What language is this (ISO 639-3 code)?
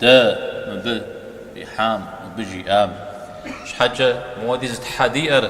kbd